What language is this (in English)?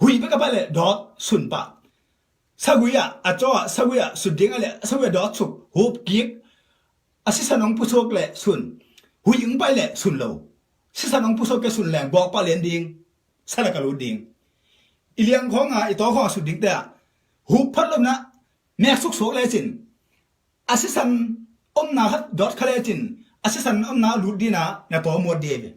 Tedim Chin